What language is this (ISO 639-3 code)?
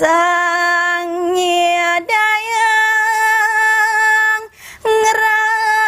ban